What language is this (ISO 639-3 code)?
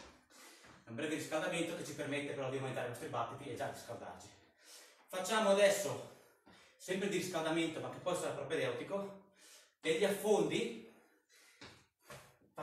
ita